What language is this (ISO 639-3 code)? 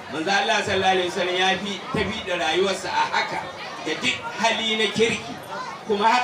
hau